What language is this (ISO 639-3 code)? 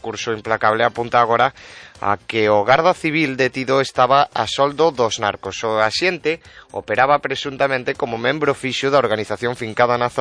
glg